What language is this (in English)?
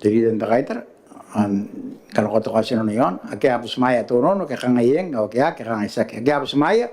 Gilbertese